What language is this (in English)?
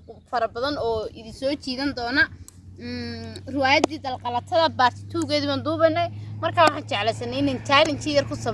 Somali